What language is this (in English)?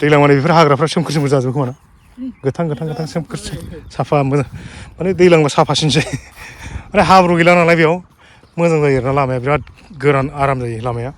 Bodo